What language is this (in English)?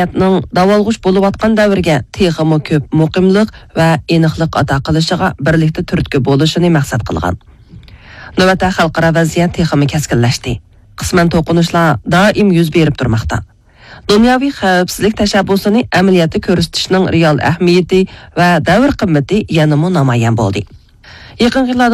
Uyghur